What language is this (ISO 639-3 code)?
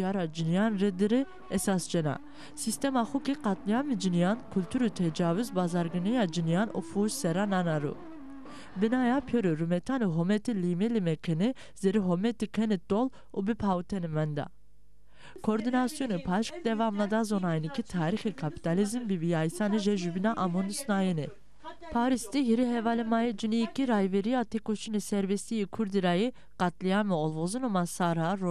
zza